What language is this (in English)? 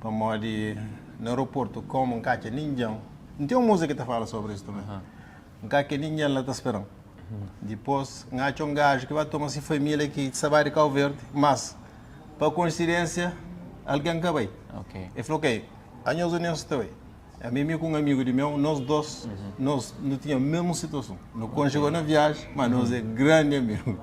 Kabuverdianu